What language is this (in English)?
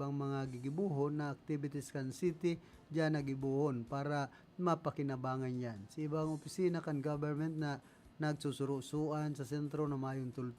Bikol